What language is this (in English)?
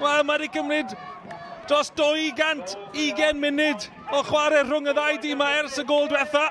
Welsh